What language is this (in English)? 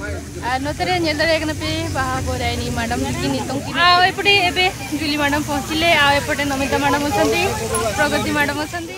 Santali